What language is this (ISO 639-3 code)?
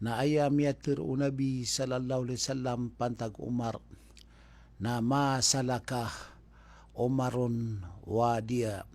mrw